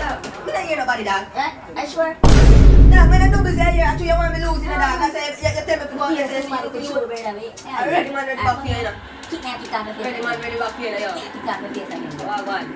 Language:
Jamaican Creole English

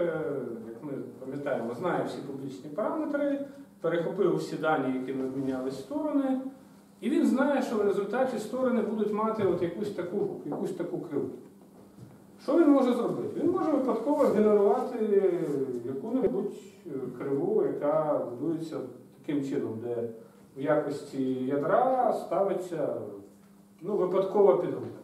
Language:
Ukrainian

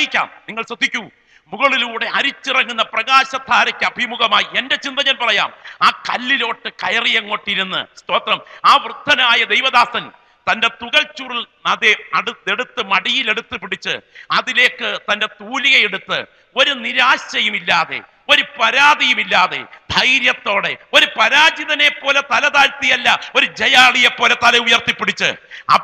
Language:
Malayalam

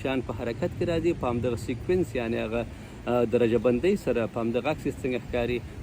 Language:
Pashto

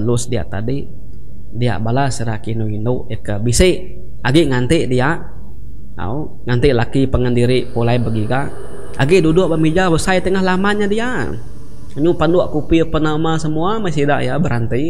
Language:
Iban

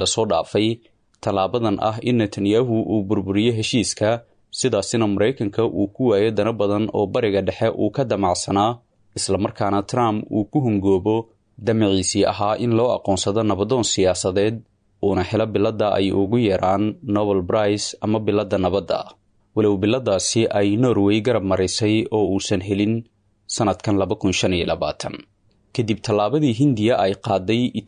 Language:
Somali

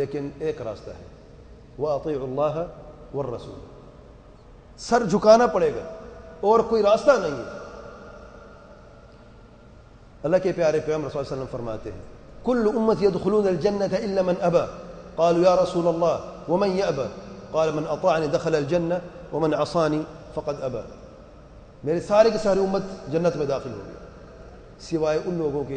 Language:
Urdu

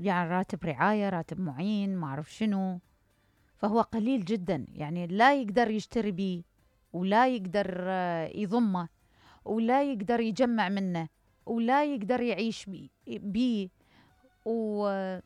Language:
Mesopotamian Arabic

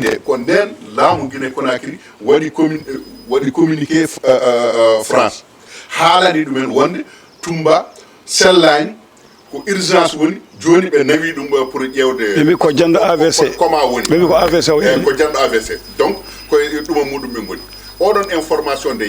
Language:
Fula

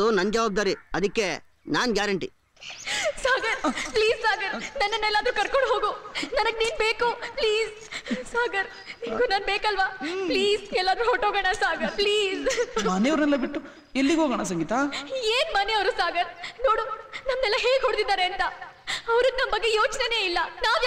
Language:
Kannada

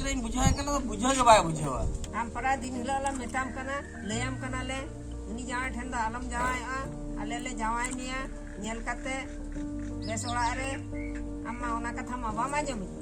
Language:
Santali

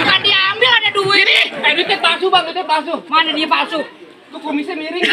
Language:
Betawi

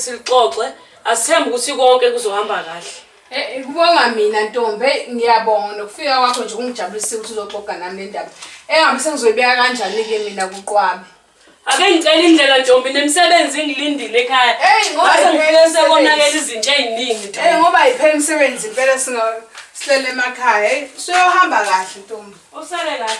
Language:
Zulu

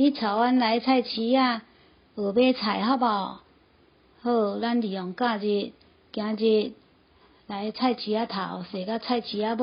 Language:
Min Nan Chinese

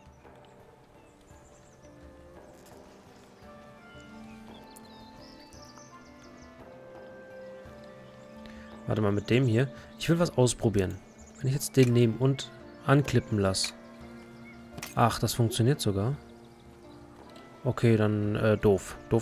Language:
German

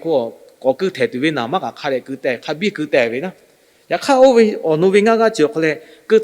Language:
Lahu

